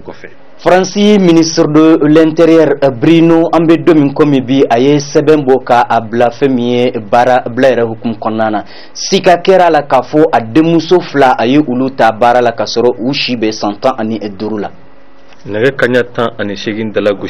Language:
Bambara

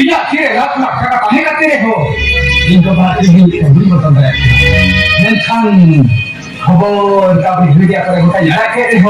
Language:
Santali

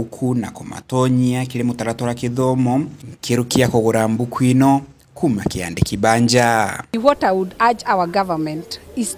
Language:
Meru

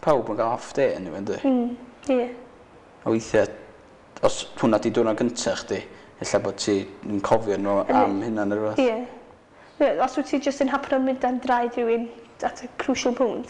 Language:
Welsh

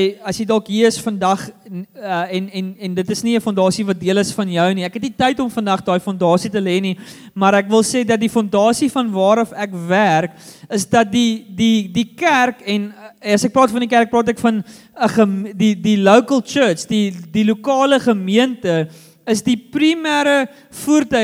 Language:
Afrikaans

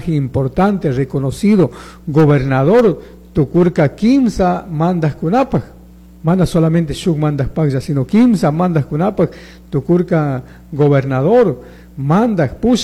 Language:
Chimborazo Highland Quichua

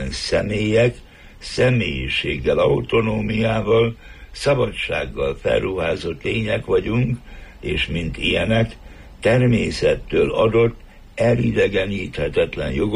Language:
Hungarian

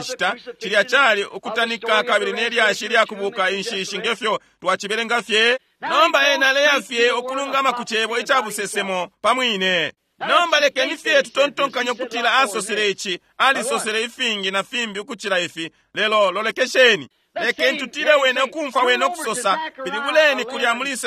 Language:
Bemba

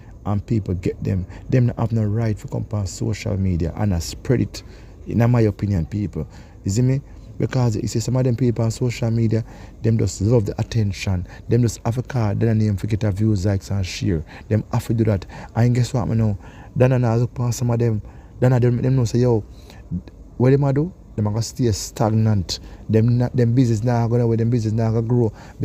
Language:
Jamaican Creole English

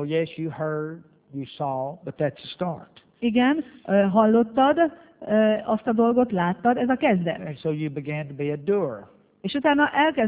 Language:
Hungarian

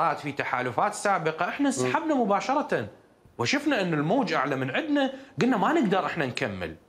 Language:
Mesopotamian Arabic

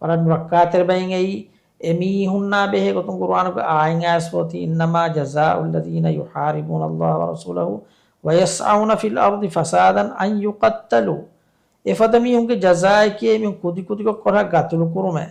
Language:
Divehi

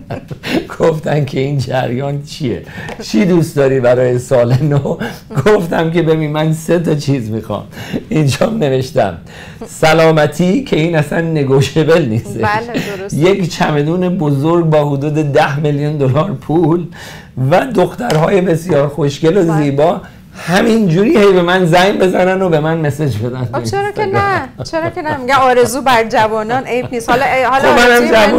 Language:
Persian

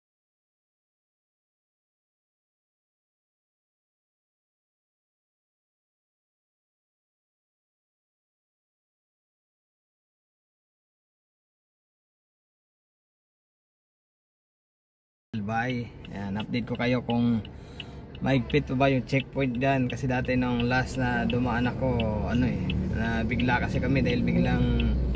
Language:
Filipino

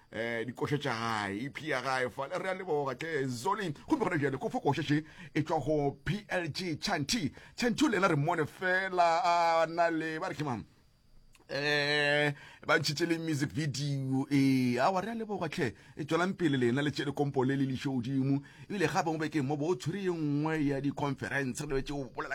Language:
Northern Sotho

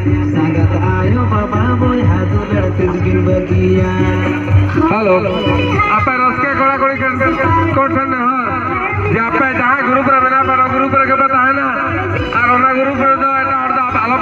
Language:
Santali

